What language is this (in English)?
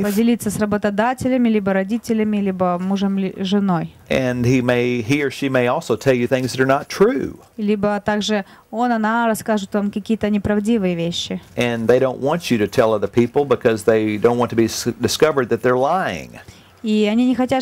Russian